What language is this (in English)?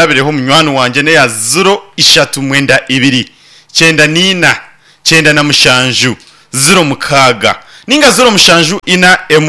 Nyankole